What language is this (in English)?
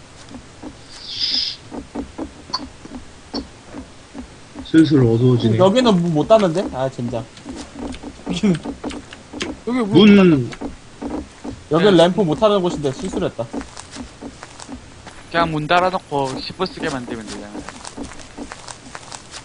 Korean